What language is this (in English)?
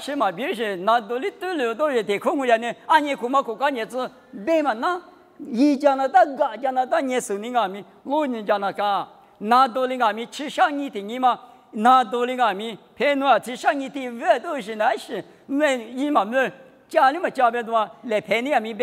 Lisu